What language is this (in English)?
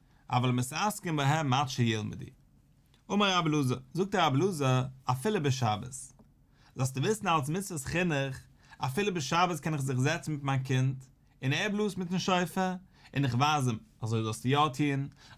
Yiddish